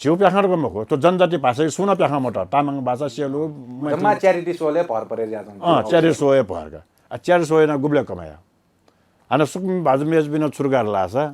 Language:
Newari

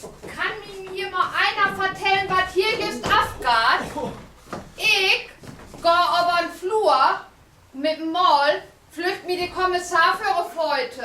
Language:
Low German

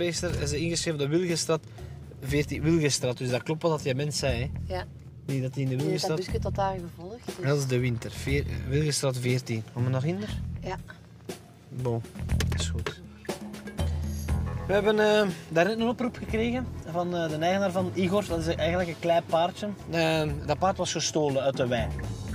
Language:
Dutch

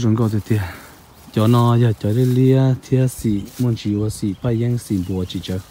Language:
Hmong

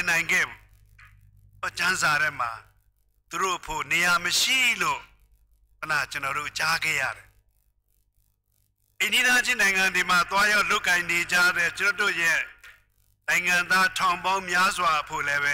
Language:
Burmese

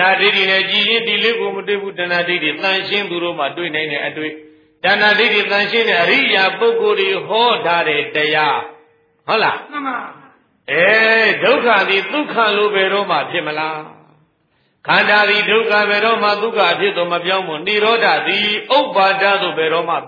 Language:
Burmese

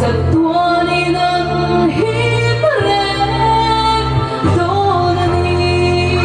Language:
Hmar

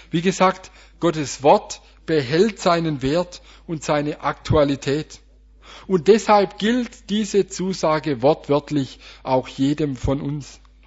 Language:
German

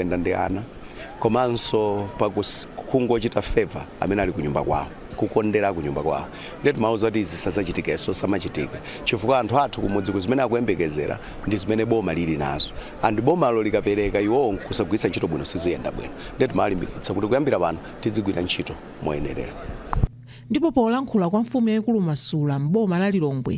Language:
Nyanja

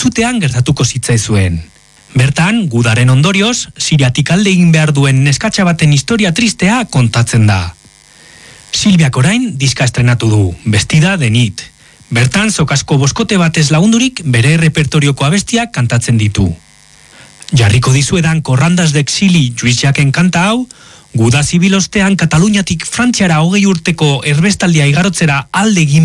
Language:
Basque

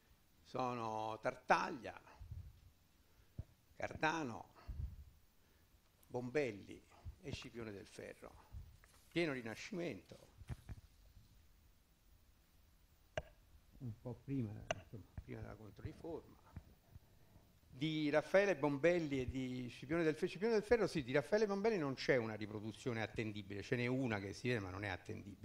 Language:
Italian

